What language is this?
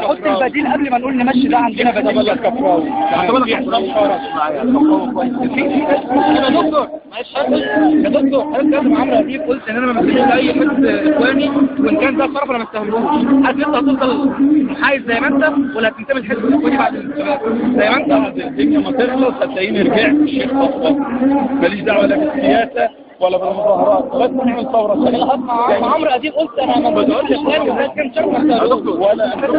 Egyptian Arabic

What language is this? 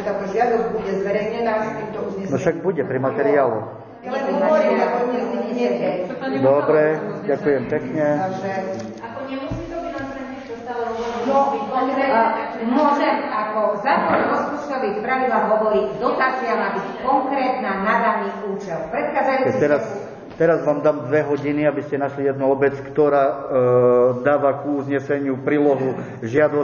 Slovak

